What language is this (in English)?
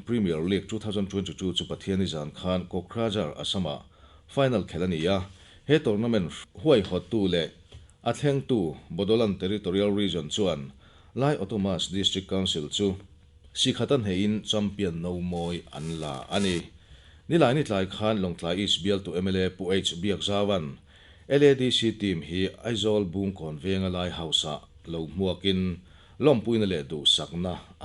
Mizo